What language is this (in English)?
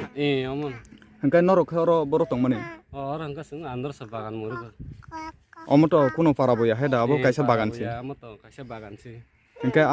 Riang (India)